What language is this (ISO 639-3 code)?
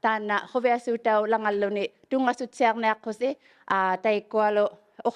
iku